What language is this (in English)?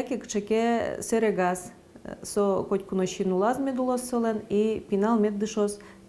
Udmurt